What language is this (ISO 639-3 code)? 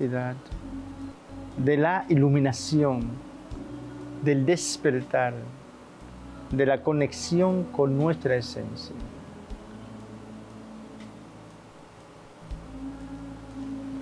spa